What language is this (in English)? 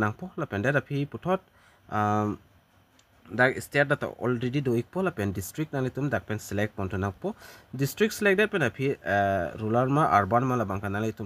Karbi